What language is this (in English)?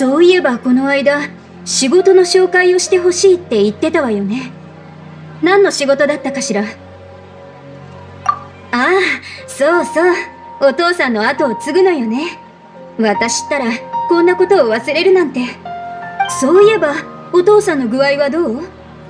Japanese